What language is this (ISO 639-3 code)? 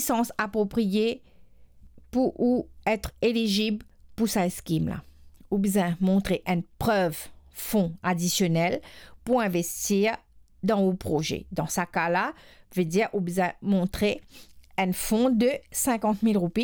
mfe